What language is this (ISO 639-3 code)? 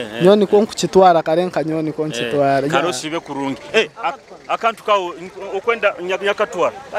nyo